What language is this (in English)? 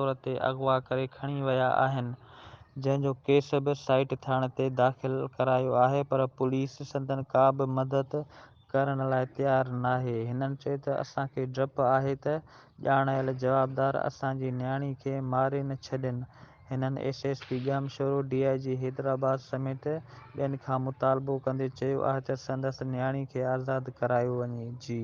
Sindhi